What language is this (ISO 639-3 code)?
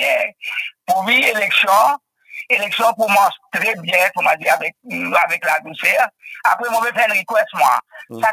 mfe